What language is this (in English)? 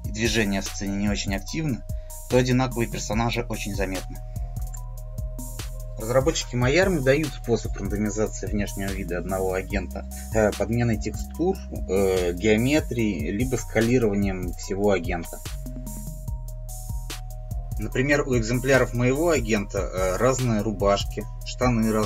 Russian